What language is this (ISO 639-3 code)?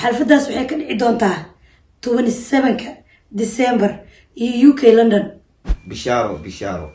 som